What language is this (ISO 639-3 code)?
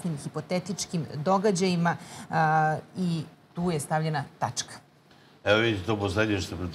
srp